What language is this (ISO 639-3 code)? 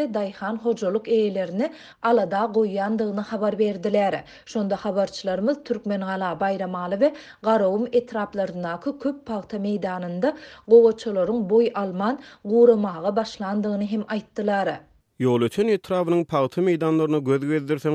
tuk